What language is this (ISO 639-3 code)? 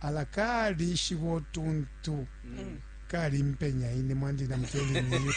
bem